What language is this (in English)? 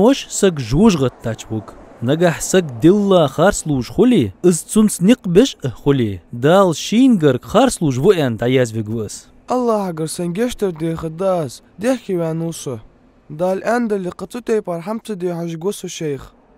Ingush